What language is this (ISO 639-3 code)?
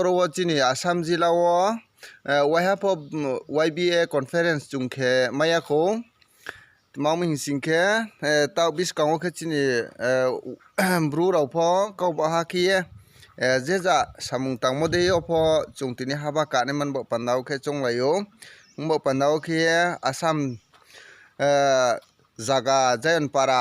ria